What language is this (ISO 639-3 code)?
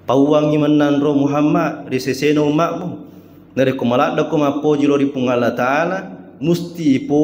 bug